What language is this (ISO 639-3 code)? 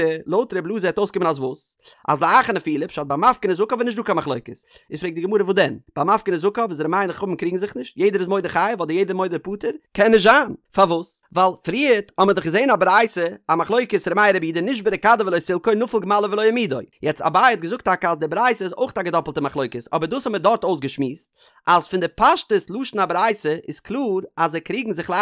yid